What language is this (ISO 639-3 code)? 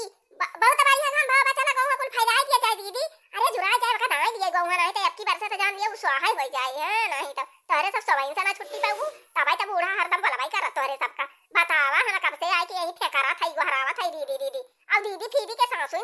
awa